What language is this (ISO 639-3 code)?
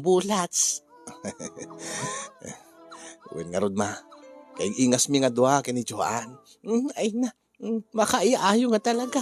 ilo